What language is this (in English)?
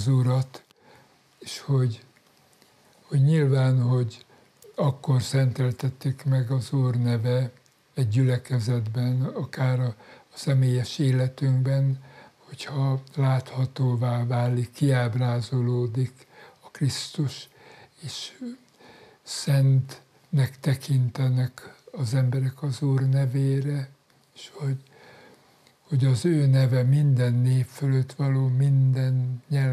Hungarian